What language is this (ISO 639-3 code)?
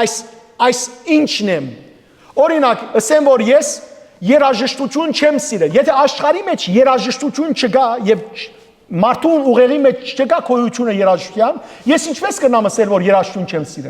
hyw